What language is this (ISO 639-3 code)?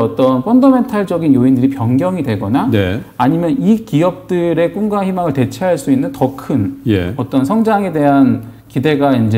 kor